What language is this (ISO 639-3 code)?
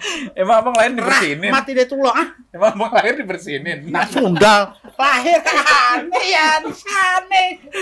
bew